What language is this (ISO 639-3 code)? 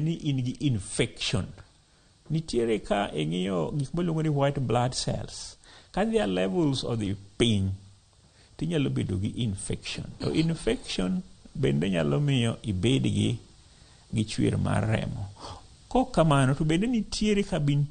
luo